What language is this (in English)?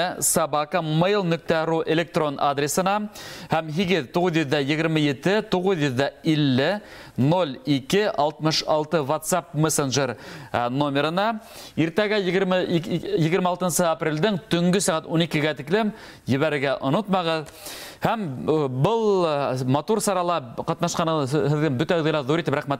Bashkir